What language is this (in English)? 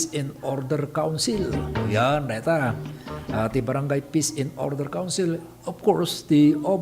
Iloko